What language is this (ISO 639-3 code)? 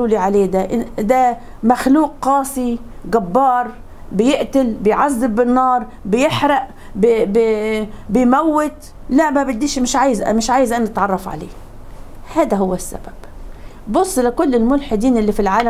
arz